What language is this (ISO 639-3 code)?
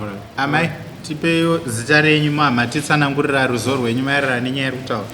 sna